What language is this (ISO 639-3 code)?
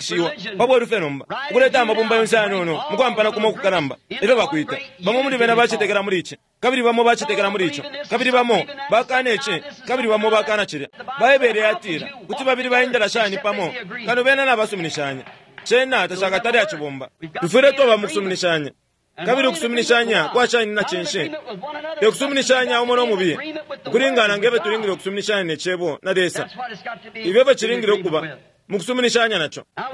bem